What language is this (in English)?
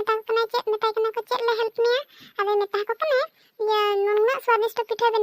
Santali